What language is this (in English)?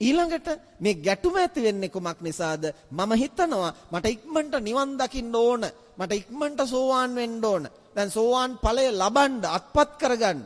Sinhala